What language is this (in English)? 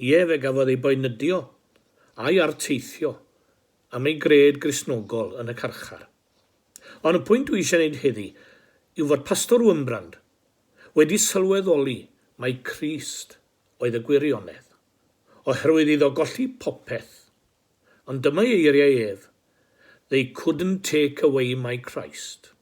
Welsh